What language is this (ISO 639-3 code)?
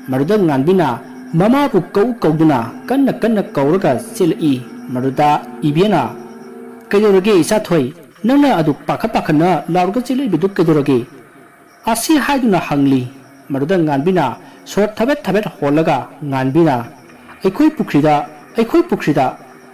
mni